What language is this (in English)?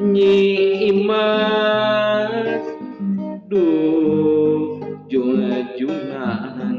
Sundanese